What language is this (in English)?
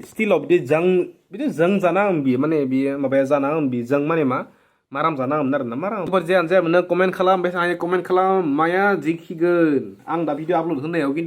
Bodo